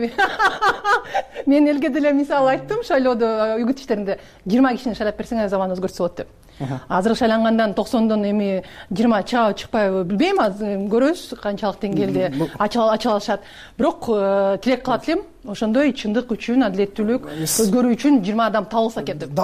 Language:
Kyrgyz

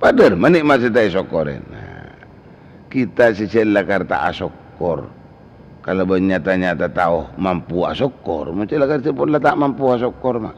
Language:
Madurese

